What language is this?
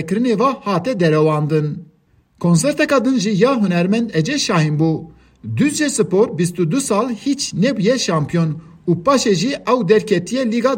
Kurdish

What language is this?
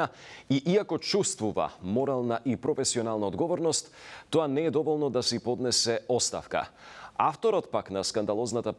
Macedonian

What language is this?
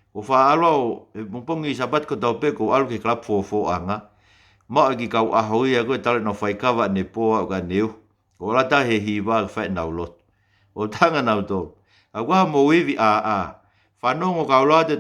Tongan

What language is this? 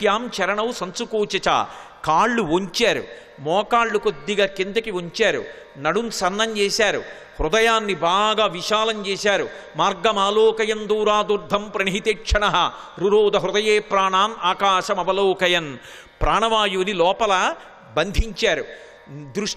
Telugu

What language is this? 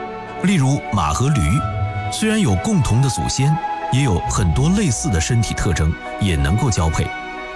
Chinese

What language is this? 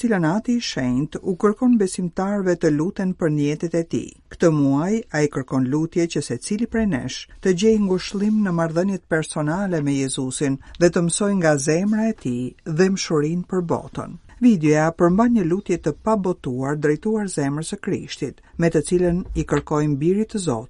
Albanian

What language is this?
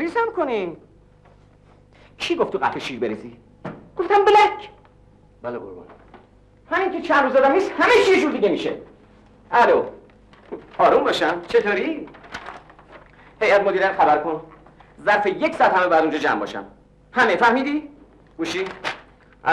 Persian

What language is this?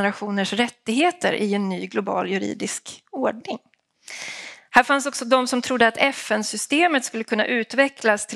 Swedish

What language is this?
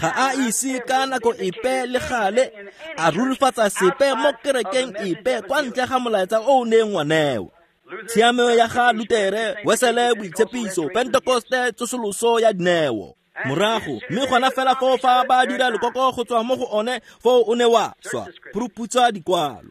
Tswana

